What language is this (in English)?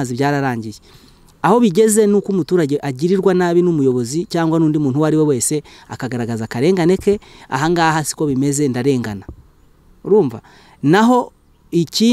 Kinyarwanda